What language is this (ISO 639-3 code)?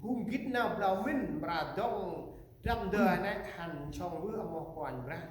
cmo